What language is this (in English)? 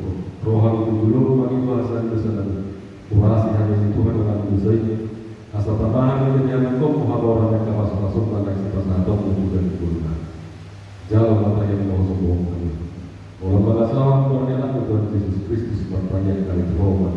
Batak Toba